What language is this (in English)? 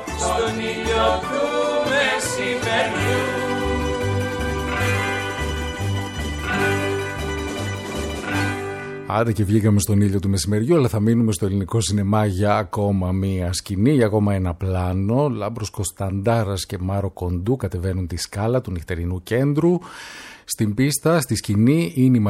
Greek